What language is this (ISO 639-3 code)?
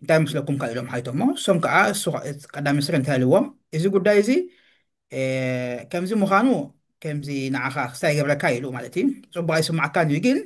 tir